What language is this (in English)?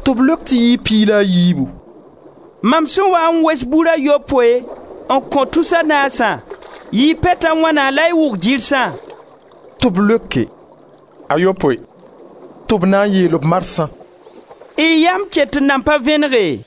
Mossi